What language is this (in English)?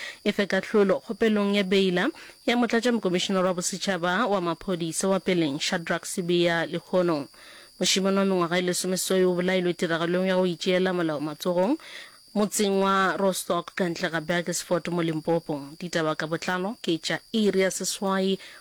Northern Sotho